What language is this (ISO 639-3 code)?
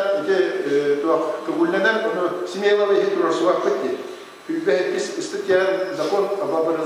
sah